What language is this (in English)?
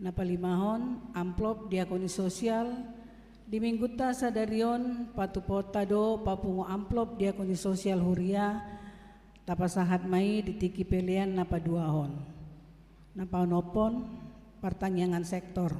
Batak Toba